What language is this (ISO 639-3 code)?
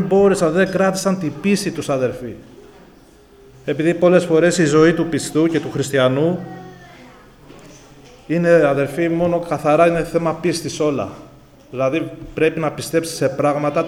ell